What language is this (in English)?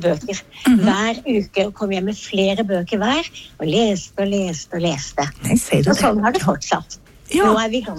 Norwegian